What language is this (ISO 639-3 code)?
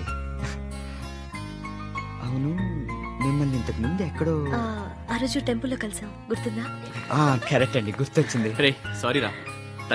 tel